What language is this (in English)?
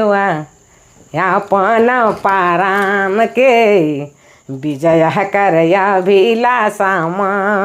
Sadri